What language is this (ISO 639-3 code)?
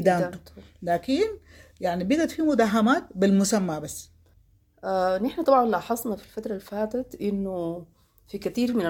apd